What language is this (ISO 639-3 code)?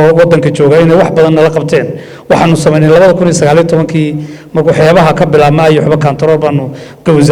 som